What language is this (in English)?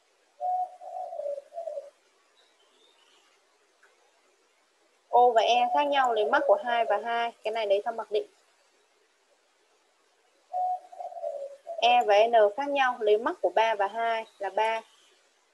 Vietnamese